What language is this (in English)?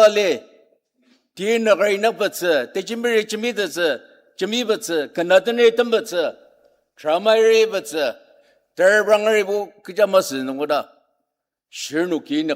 Ao Naga